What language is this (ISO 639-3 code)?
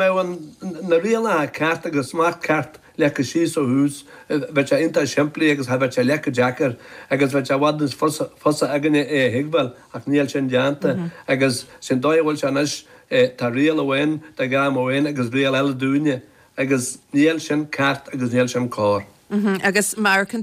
gle